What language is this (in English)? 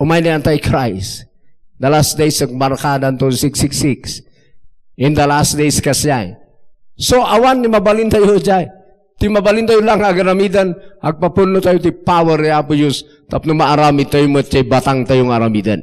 Iloko